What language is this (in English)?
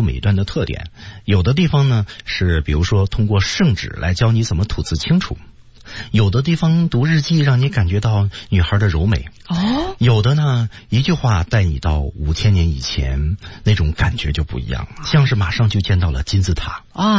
Chinese